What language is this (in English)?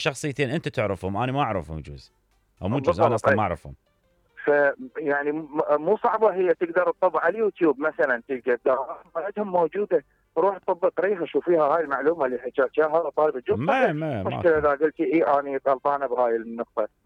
Mesopotamian Arabic